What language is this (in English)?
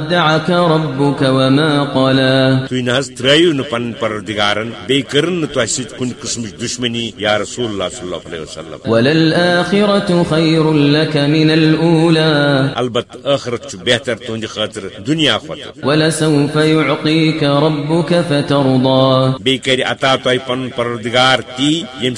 Kashmiri